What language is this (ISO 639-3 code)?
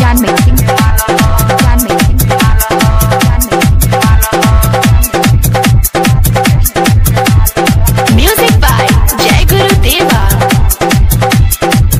bho